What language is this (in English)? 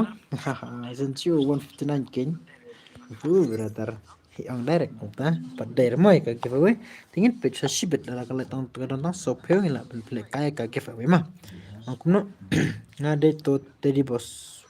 Khasi